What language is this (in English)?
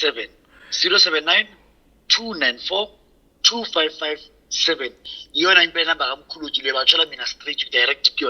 Zulu